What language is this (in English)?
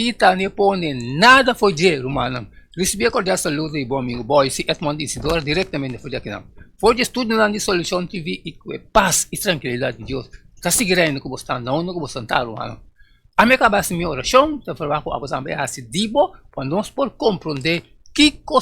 Papiamento